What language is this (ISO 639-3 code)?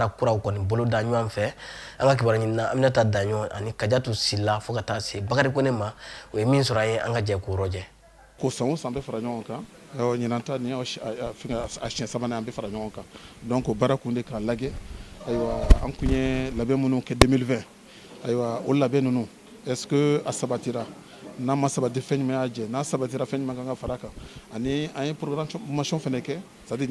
bam